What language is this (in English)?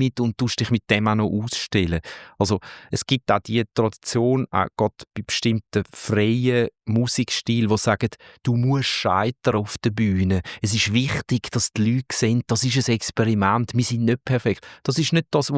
Swiss German